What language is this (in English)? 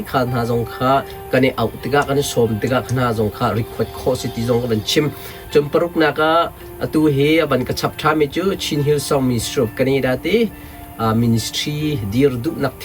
Hakha Chin